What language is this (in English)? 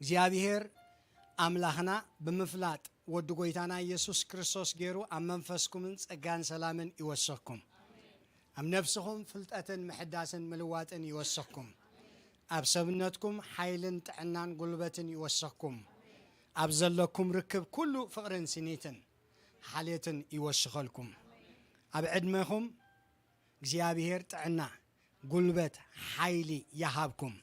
Tigrinya